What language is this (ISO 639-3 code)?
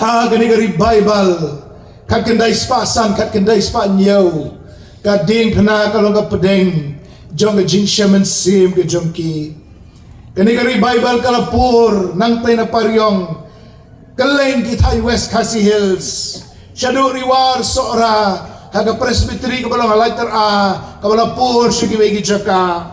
kha